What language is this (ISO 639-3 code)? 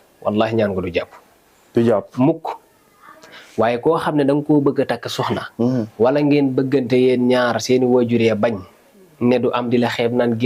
wol